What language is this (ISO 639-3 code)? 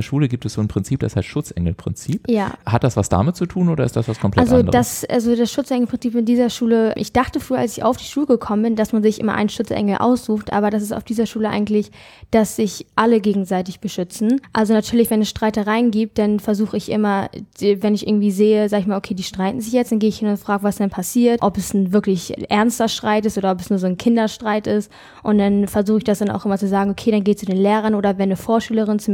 deu